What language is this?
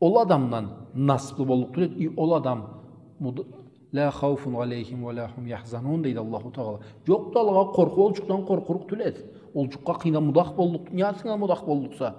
Karachay-Balkar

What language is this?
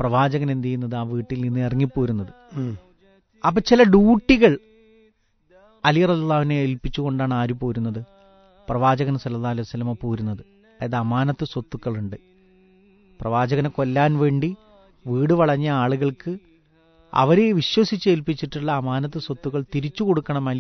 Malayalam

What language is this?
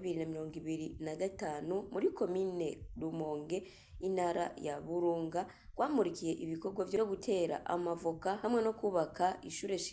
Rundi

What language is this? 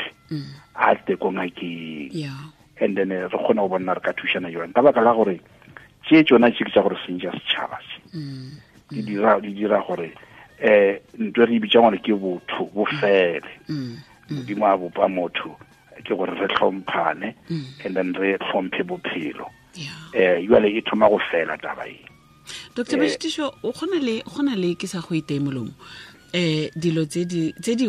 Tswana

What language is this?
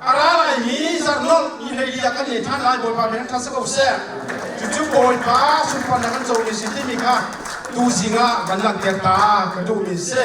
Hakha Chin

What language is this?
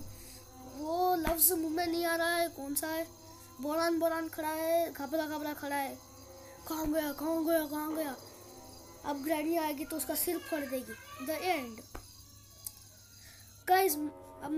Hindi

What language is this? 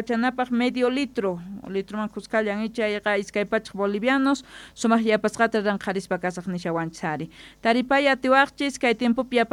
Quechua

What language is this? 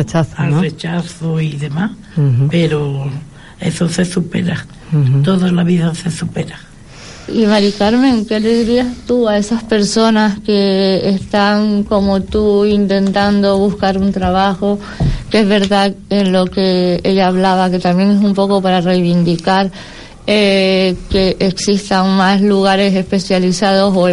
Spanish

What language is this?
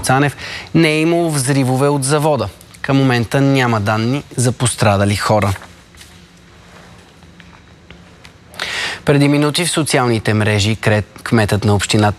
Bulgarian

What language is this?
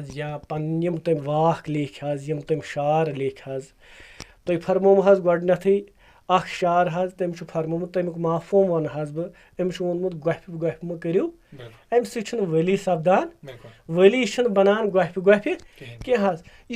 Kashmiri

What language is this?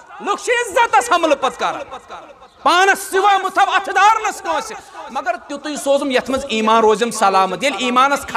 Kashmiri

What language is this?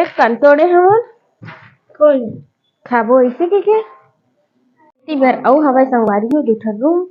Chhattisgarhi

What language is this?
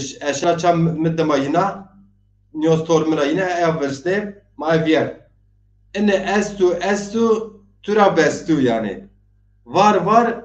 Zaza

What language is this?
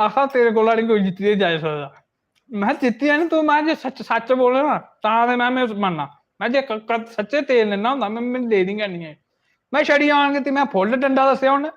Dogri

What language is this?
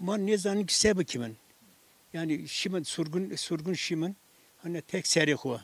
Zaza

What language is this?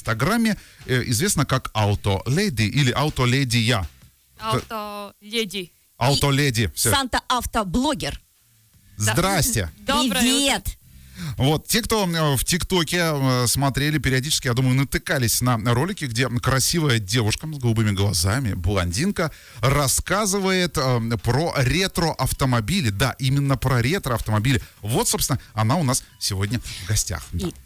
Russian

